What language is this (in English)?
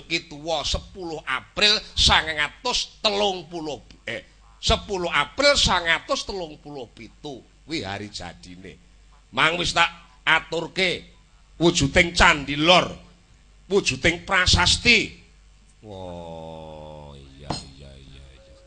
Javanese